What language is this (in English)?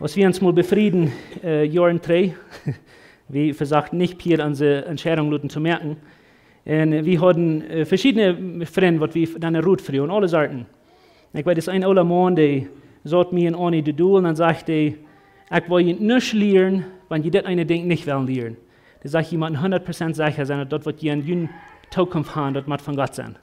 Plautdietsch